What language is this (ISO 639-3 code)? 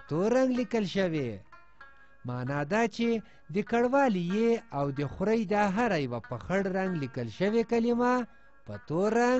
pus